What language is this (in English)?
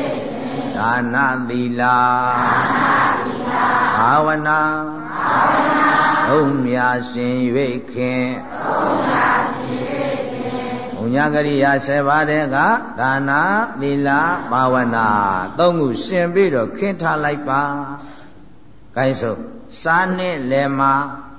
Burmese